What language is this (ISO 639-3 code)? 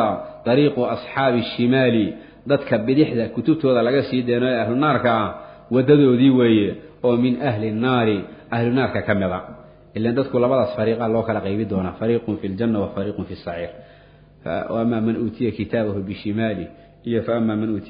som